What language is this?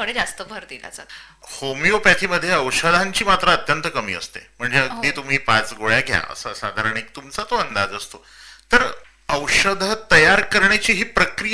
Marathi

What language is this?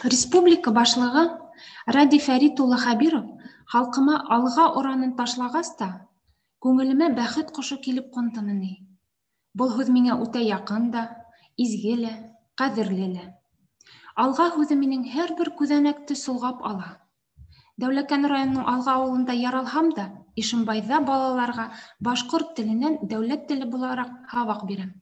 Bashkir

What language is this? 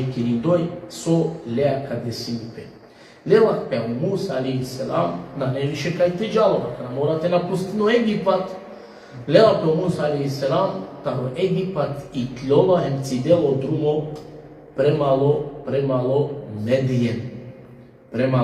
Balkan Romani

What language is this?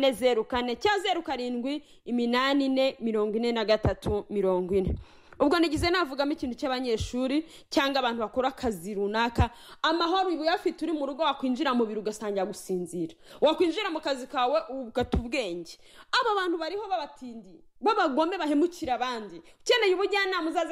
Kinyarwanda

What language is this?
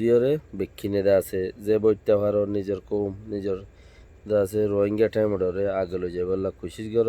Rohingya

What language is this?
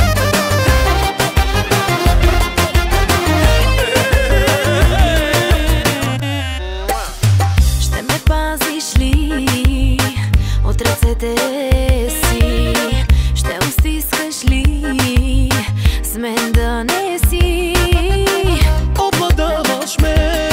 Bulgarian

